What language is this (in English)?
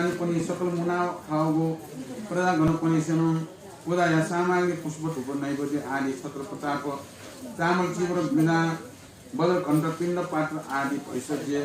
Newari